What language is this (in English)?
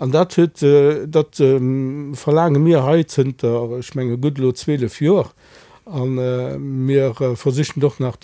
Luxembourgish